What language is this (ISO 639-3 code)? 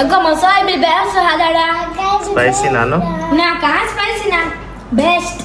kok